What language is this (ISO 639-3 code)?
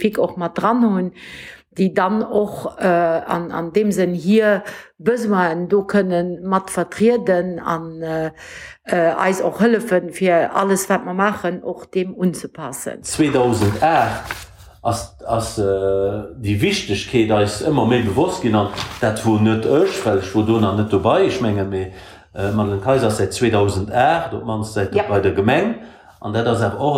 ltz